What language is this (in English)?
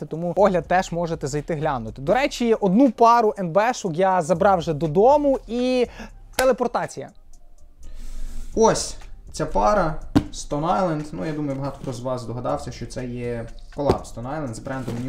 Ukrainian